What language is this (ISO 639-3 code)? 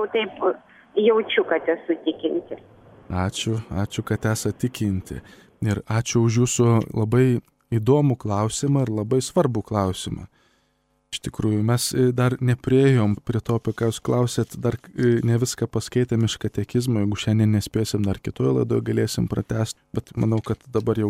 lit